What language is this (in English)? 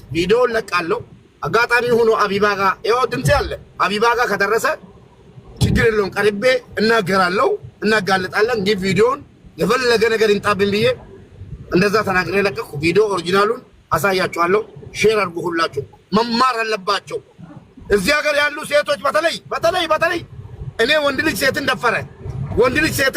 Amharic